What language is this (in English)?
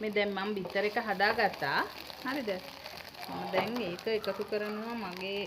Sinhala